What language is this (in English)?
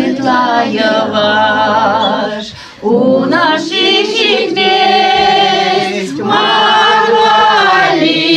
Chuvash